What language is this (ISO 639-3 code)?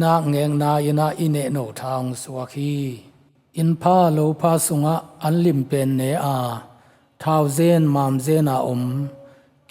ctd